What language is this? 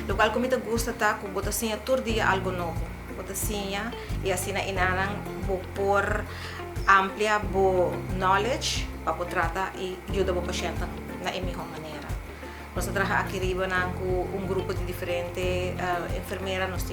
Papiamento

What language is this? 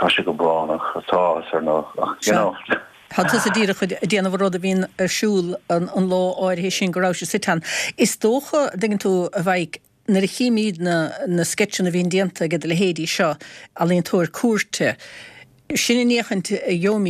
Irish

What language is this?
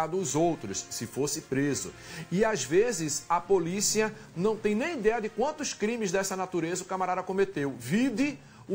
Portuguese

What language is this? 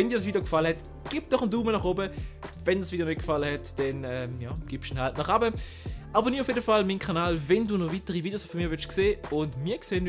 Swiss German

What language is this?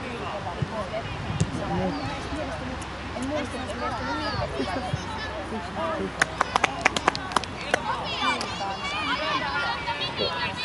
Finnish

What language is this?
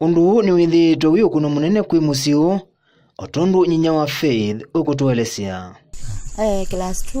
Kamba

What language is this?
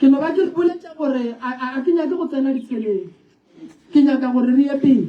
Northern Sotho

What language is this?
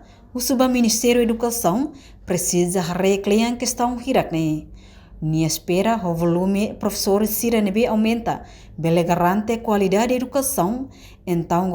Tetum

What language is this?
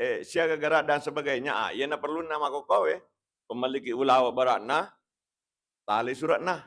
Buginese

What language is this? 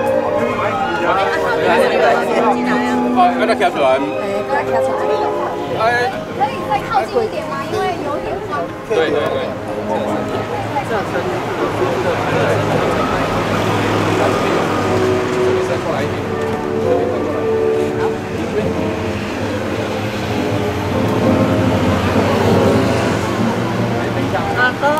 Chinese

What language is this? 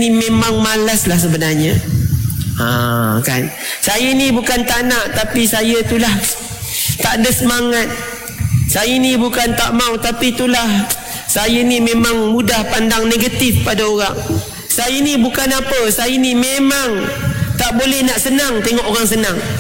Malay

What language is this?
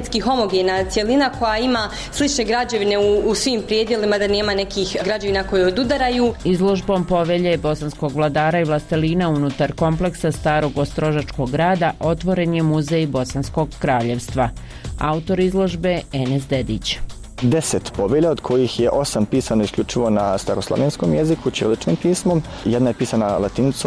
Bosnian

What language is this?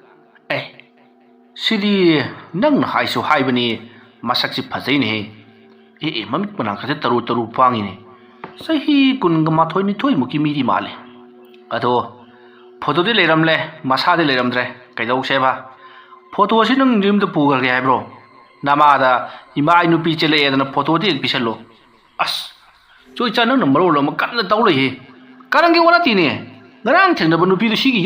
Manipuri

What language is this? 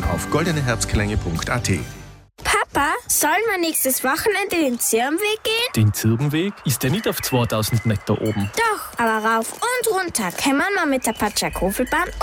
German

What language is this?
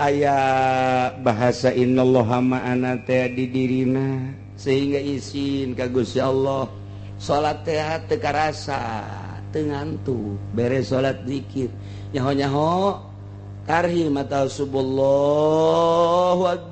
Sundanese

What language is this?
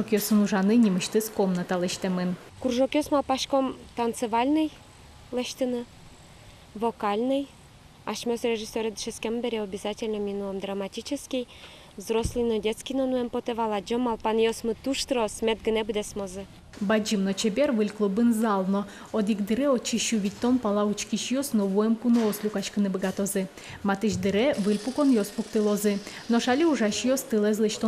Udmurt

